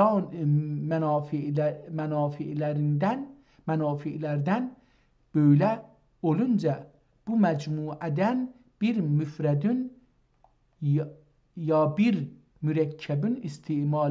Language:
South Azerbaijani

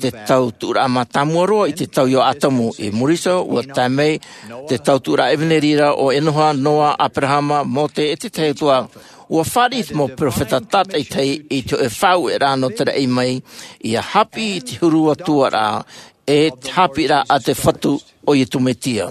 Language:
Tahitian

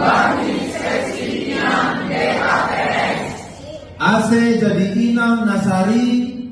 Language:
Batak Simalungun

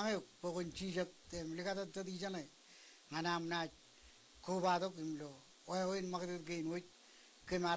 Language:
Marshallese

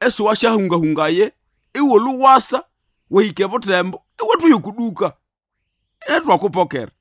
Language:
Nande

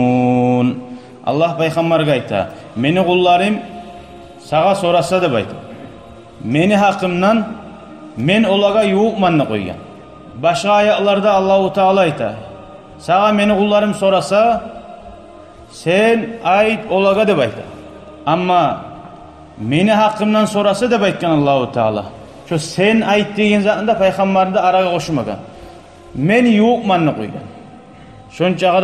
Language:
Kumyk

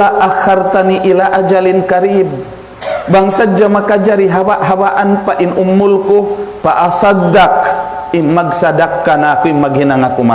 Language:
Tausug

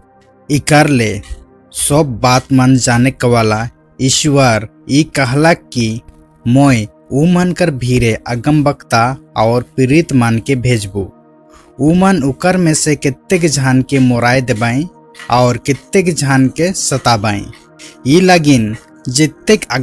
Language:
Sadri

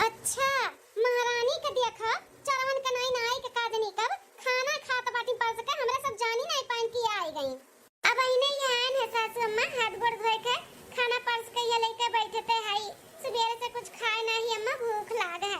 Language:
Awadhi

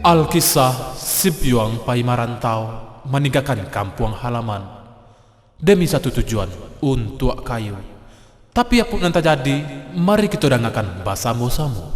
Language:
Minangkabau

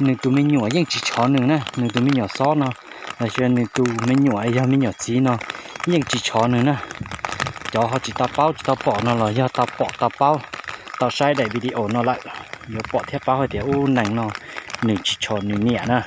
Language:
Hmong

